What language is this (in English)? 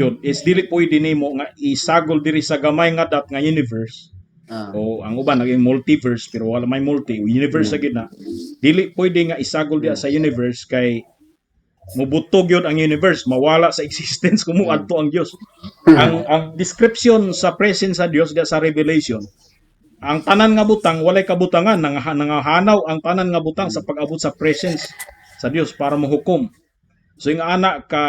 Cebuano